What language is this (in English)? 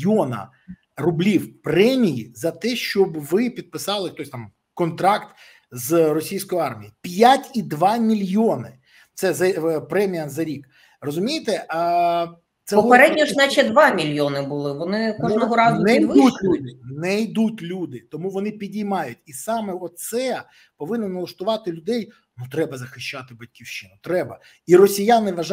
Ukrainian